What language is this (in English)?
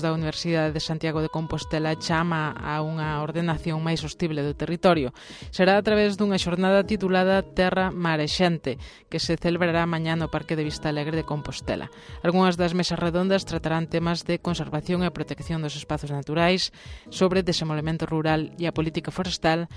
Galician